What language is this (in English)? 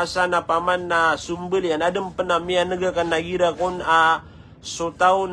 Maranao